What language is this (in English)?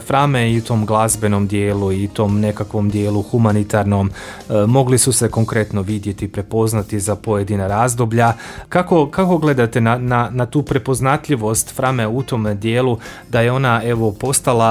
Croatian